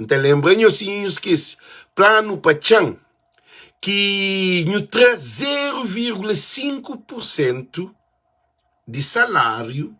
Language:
Kabuverdianu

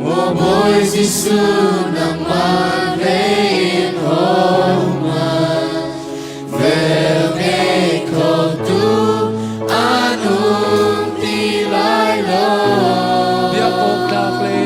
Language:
Hakha Chin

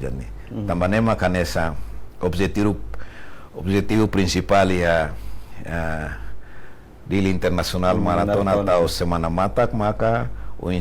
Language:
Tetum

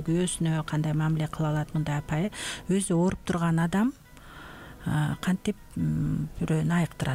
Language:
Kyrgyz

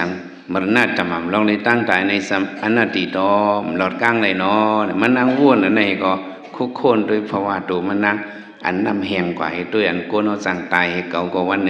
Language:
Shan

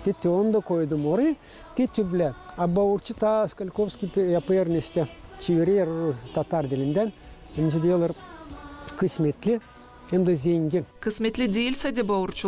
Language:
Gagauz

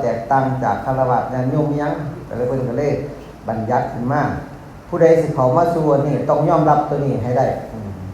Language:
Northeastern Thai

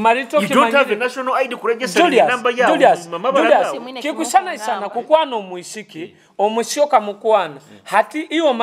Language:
Nyoro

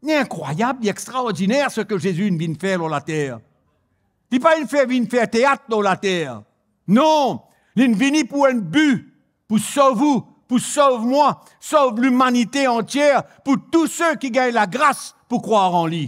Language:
Morisyen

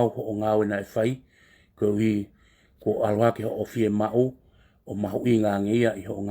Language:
Tongan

